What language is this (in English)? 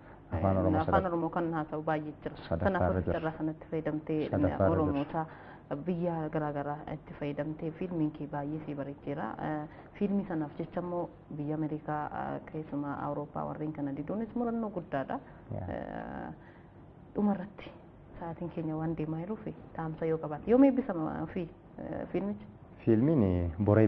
Oromo